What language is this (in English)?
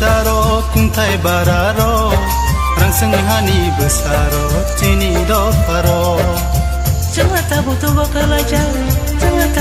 Kok Borok